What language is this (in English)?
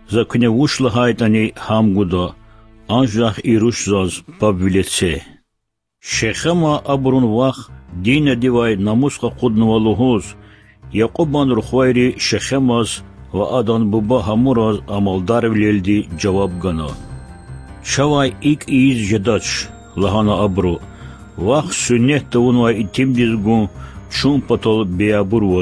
Lezghian